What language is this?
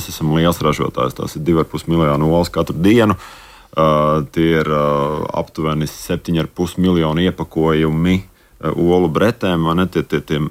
Latvian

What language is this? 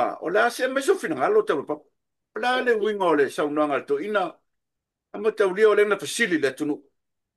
Samoan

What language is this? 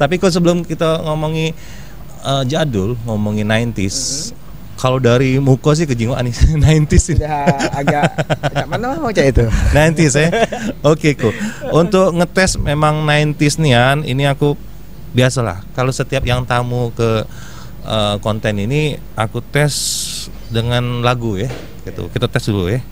Musi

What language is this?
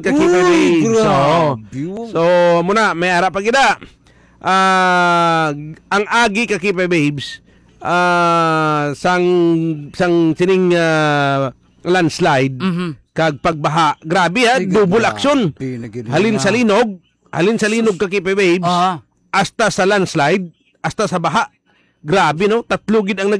Hiligaynon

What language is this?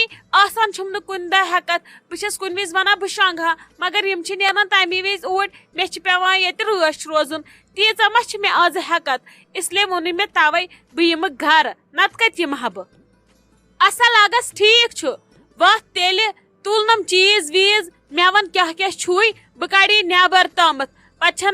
Kashmiri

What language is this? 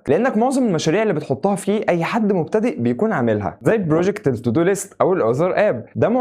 Egyptian Arabic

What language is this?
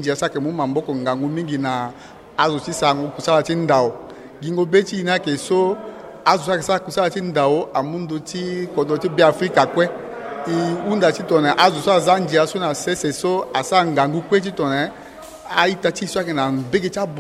Sango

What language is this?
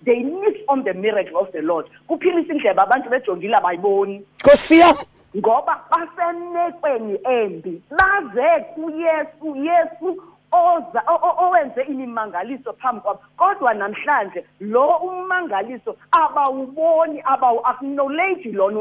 Xhosa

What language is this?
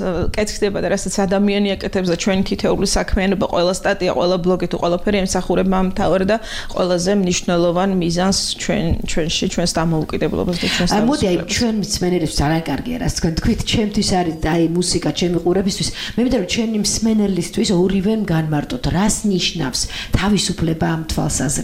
Georgian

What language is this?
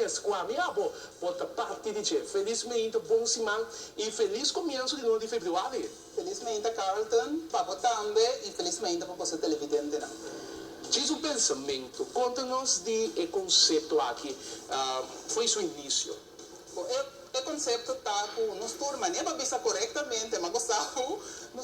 Papiamento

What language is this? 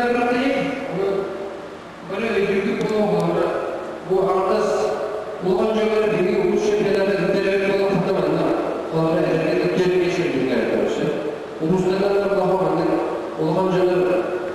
Yakut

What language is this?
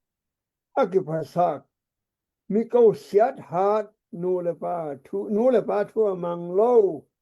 Tedim Chin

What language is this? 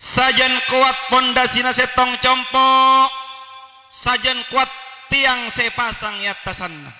Madurese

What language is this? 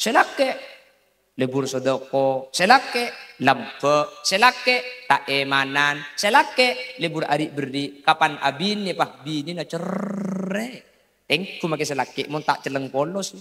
Madurese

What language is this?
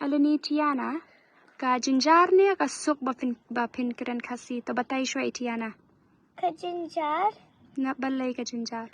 Khasi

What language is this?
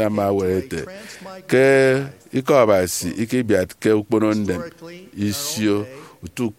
Efik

